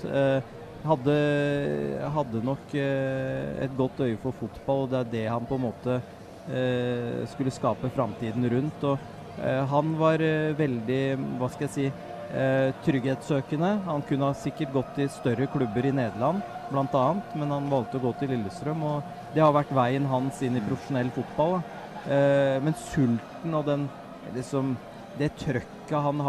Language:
Norwegian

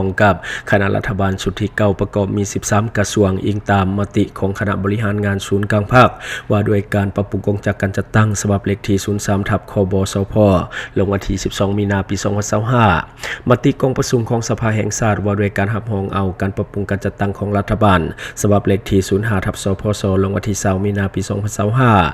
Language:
Lao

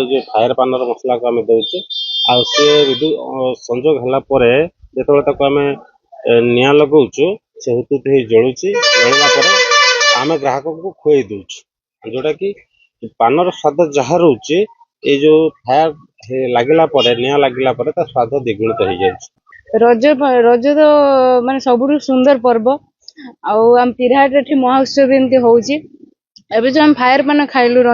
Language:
Odia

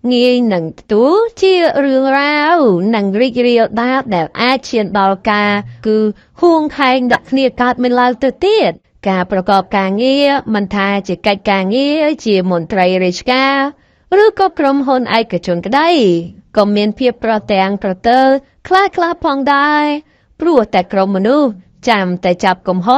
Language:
Khmer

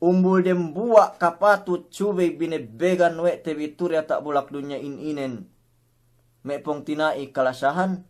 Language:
Yakan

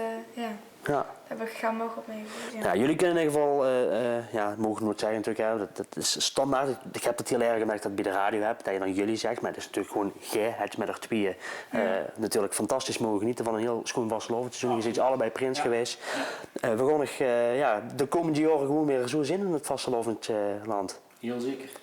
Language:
Limburgish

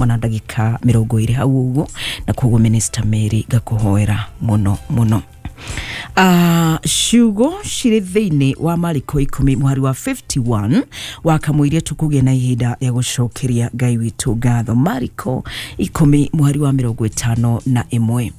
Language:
Kikuyu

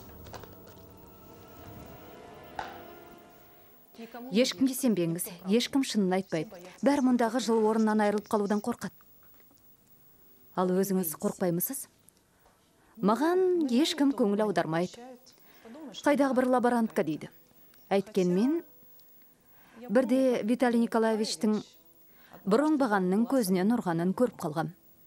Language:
Kazakh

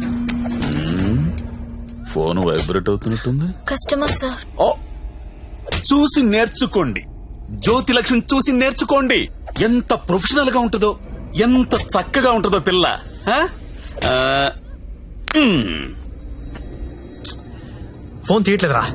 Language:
Telugu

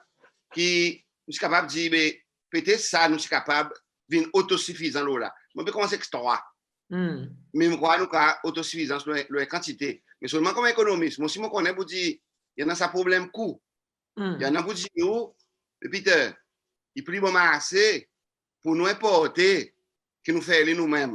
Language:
Seselwa Creole French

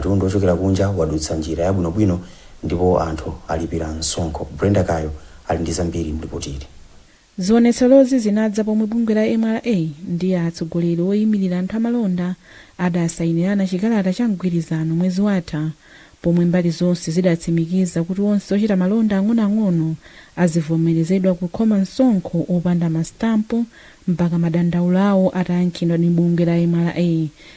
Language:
Nyanja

